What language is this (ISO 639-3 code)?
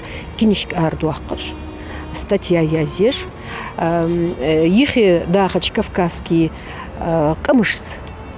inh